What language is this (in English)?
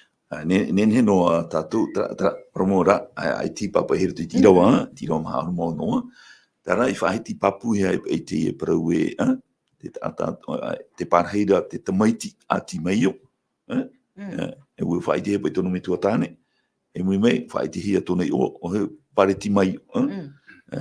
Tahitian